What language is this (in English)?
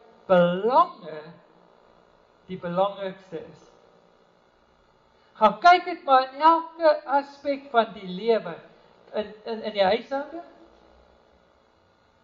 Afrikaans